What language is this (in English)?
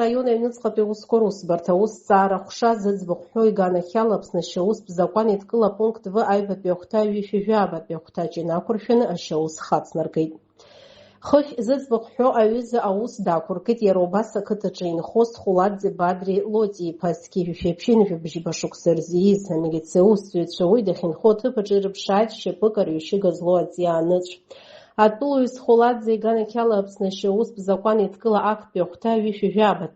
Abkhazian